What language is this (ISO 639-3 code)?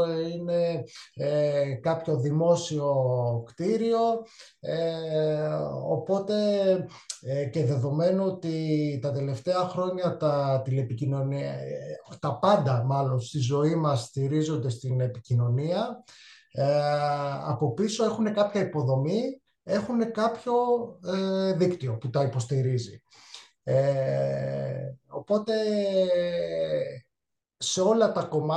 ell